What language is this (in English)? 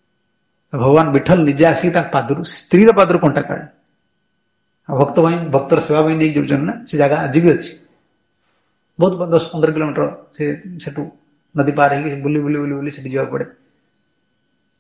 Odia